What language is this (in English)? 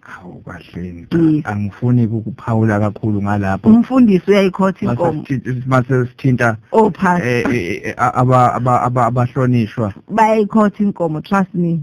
Zulu